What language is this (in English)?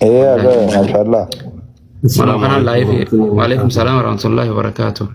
Oromo